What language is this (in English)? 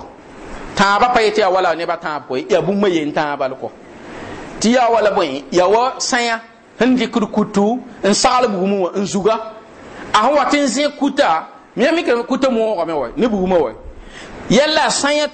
Mossi